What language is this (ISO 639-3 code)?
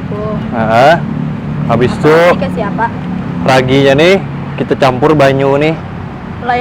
bjn